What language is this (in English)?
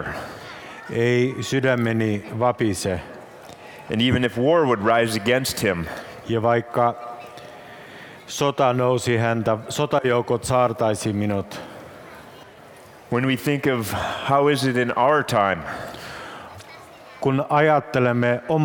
Finnish